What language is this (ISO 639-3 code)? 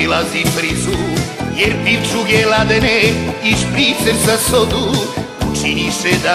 srp